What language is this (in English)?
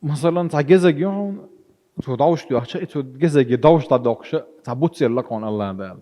Chechen